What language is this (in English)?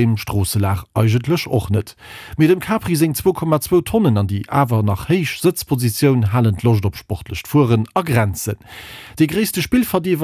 Luxembourgish